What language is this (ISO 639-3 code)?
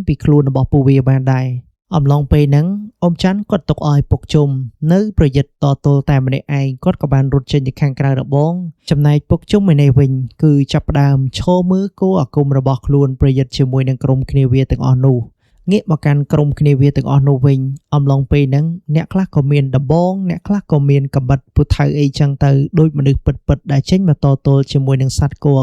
khm